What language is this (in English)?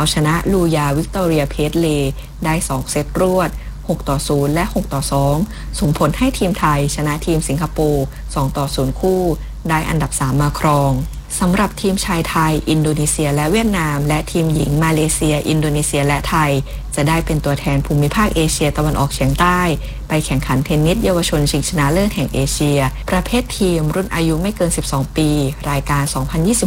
Thai